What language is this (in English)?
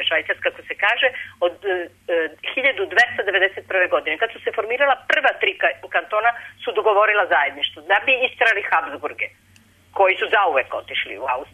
Serbian